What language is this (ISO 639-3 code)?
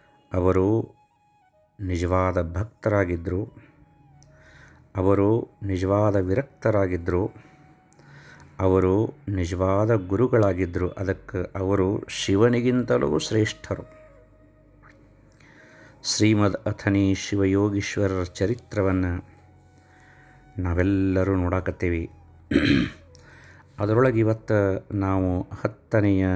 kan